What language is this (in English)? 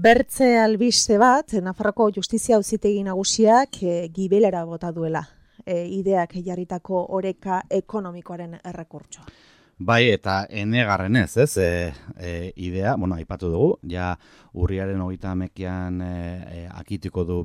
Basque